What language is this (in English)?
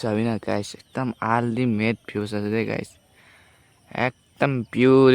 Naga Pidgin